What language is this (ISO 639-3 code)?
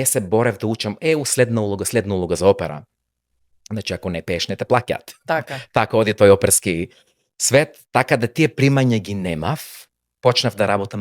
mkd